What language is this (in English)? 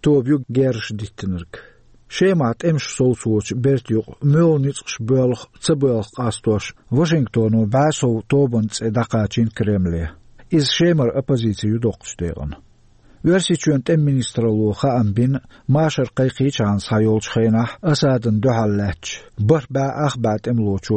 Chechen